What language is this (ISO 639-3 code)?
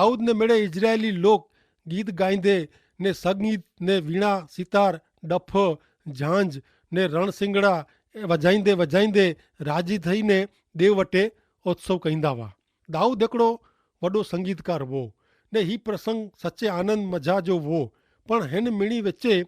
kfr